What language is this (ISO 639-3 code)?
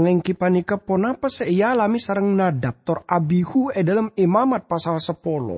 mad